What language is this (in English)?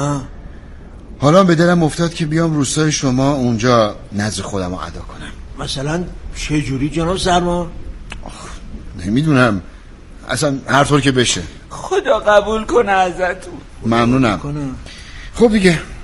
Persian